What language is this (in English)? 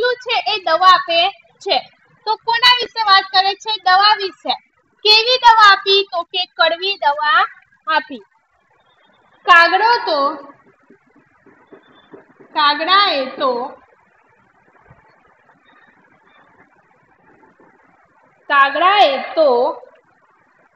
Gujarati